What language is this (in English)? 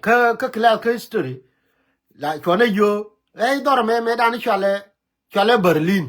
Nuer